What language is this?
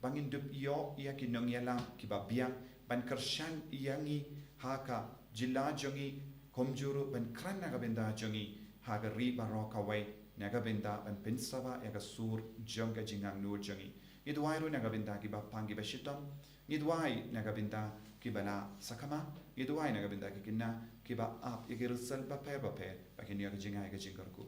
Khasi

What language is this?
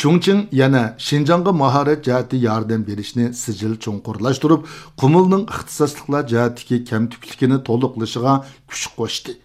Uyghur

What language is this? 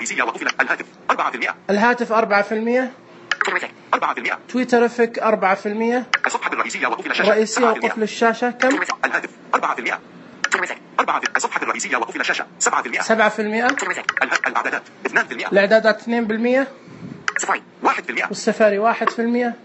Najdi Arabic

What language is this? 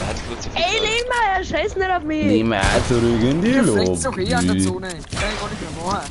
Bavarian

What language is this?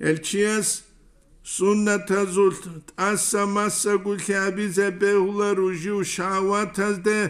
Avaric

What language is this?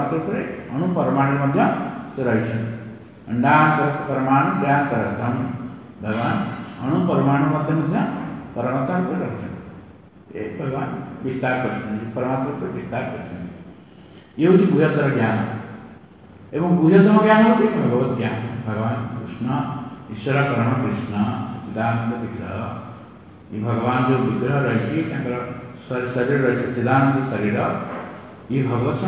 Odia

